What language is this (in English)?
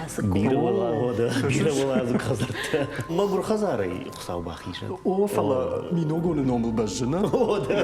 Ossetic